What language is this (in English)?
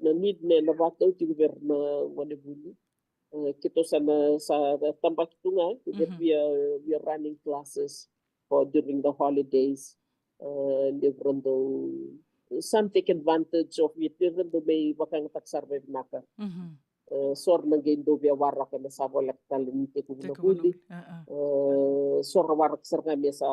Fijian